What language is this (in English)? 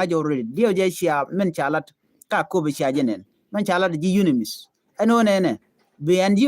Nuer